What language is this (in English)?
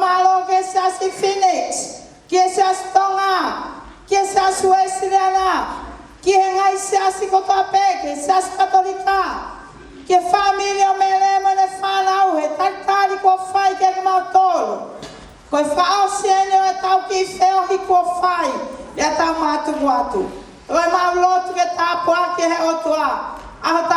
Tongan